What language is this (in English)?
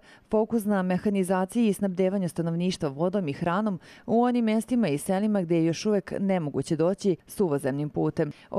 Serbian